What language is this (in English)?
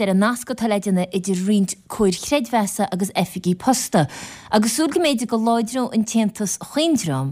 Irish